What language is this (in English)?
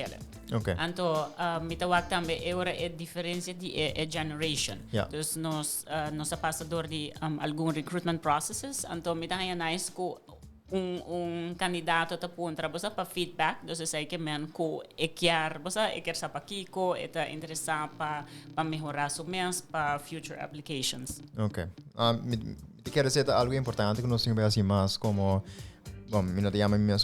Papiamento